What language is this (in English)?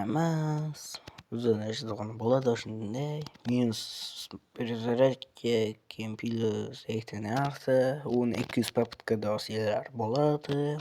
Uzbek